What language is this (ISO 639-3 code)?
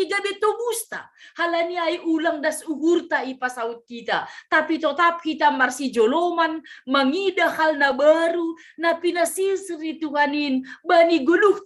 bts